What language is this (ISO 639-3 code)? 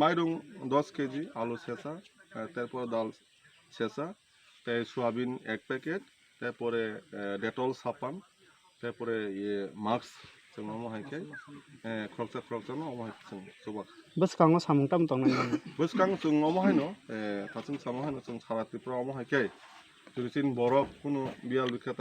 trp